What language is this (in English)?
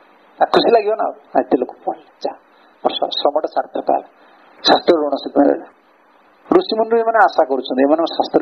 Odia